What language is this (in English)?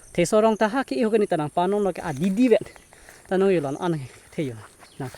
Karbi